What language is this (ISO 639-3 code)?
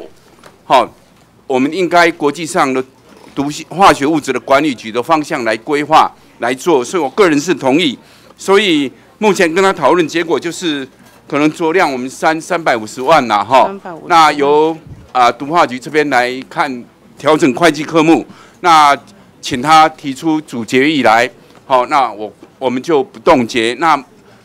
zho